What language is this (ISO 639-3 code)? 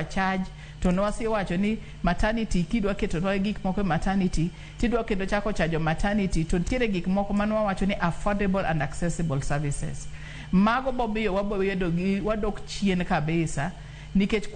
luo